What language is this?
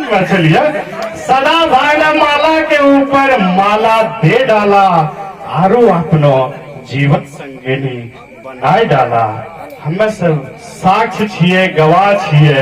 Angika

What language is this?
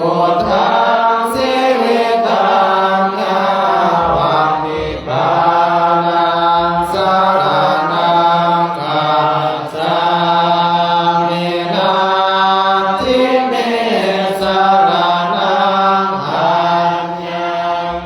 Pali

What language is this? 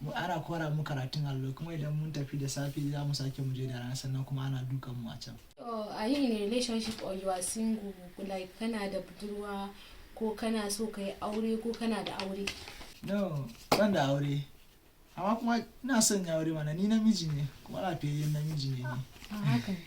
Hausa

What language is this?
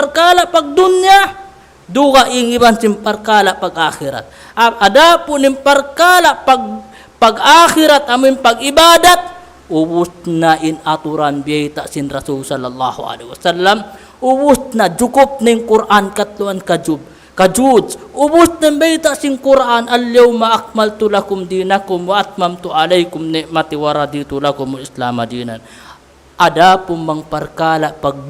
Tausug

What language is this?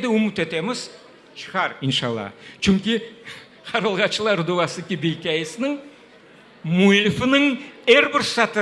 Crimean Tatar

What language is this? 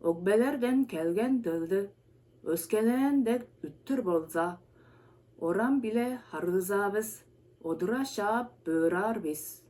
Tuvinian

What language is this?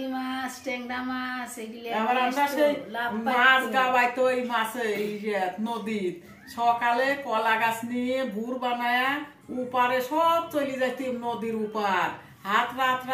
Bangla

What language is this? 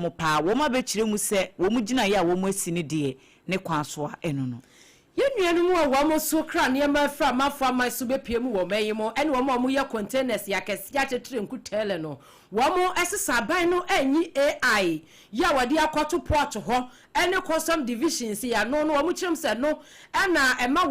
Akan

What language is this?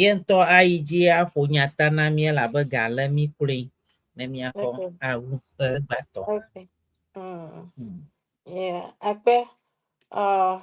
Ewe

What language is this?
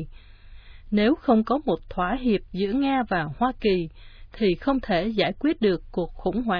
Vietnamese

